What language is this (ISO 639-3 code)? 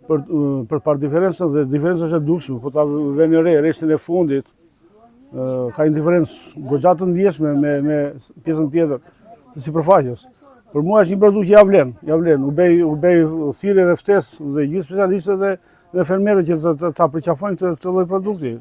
sqi